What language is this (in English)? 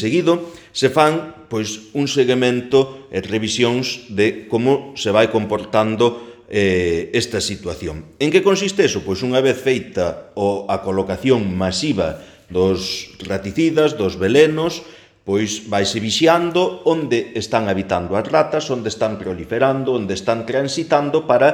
Galician